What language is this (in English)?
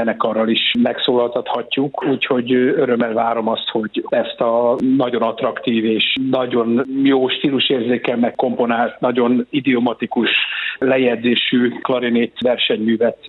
Hungarian